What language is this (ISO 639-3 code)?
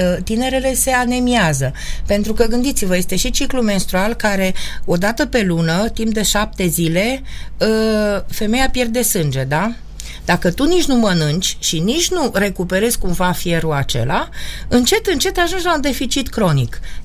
ron